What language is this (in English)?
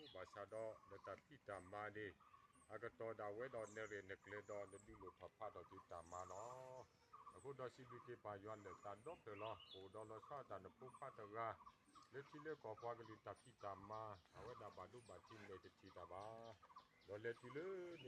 S'gaw Karen